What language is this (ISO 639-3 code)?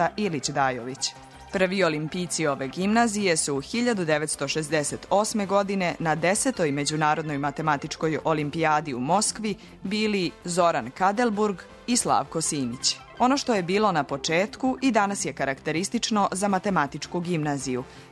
srp